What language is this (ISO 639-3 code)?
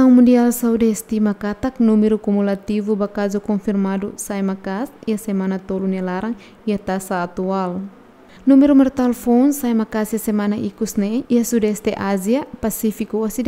tet